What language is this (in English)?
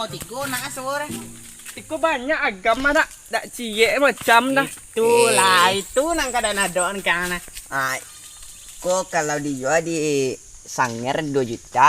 Minangkabau